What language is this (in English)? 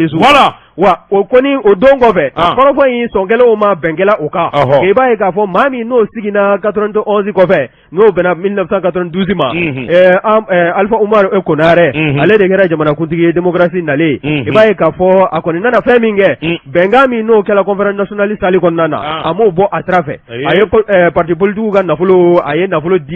Bambara